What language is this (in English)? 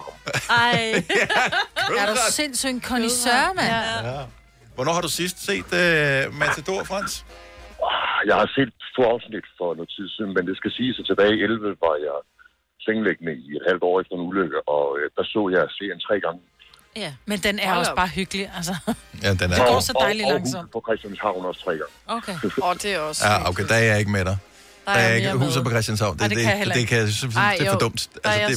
Danish